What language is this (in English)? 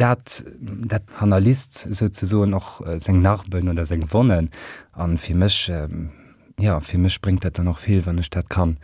Luxembourgish